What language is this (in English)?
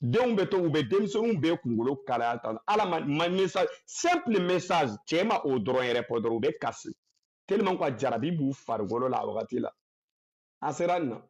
Bambara